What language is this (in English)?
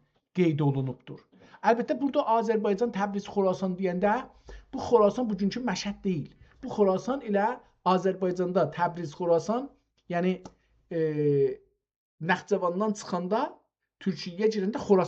South Azerbaijani